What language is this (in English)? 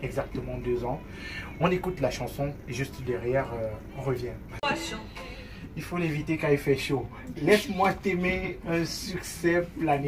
French